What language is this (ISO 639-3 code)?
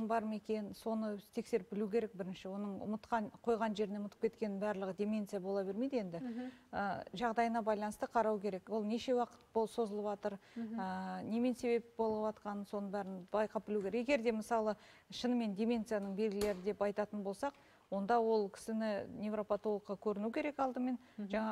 kaz